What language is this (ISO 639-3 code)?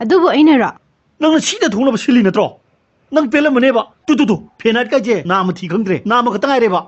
mni